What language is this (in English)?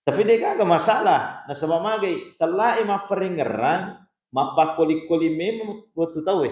Buginese